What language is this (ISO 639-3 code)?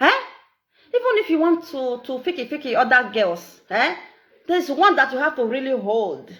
pcm